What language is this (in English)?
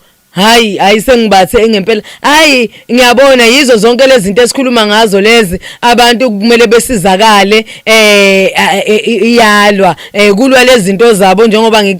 Zulu